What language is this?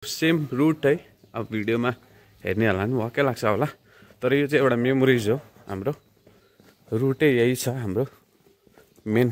Nepali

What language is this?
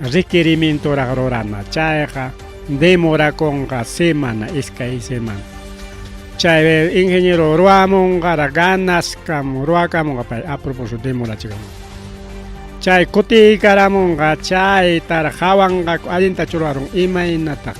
Ayacucho Quechua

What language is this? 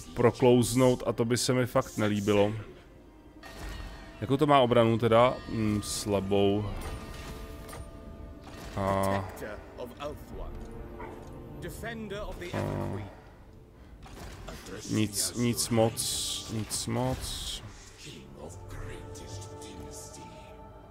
Czech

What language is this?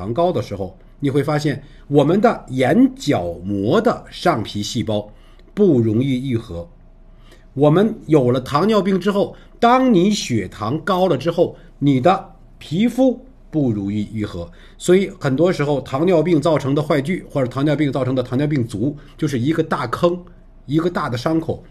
Chinese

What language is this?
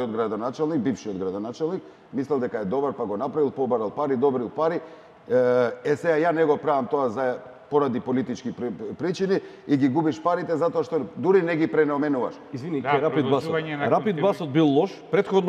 Macedonian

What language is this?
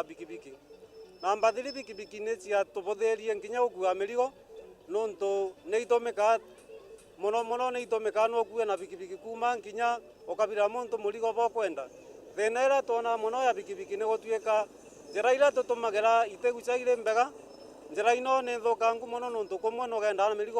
Meru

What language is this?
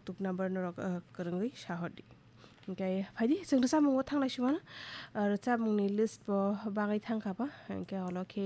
Kok Borok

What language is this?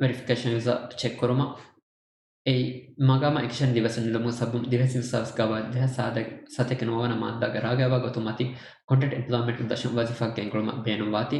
Divehi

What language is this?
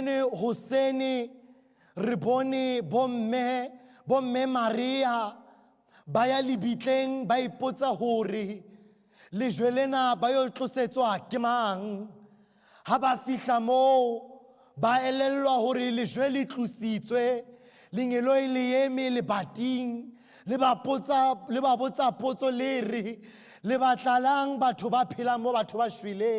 Southern Sotho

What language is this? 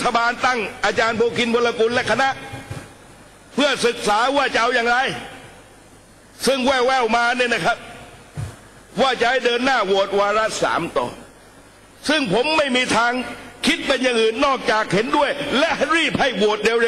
Thai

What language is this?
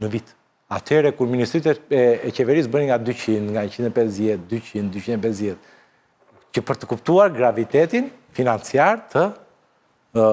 Albanian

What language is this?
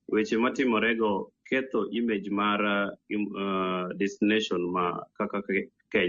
Luo (Kenya and Tanzania)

